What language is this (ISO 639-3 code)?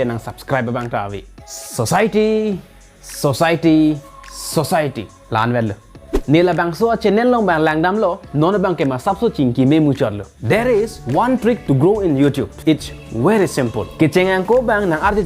mjw